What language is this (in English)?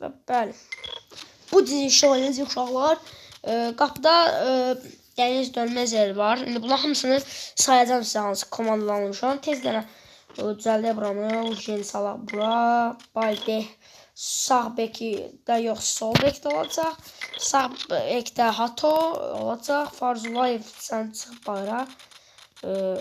Azerbaijani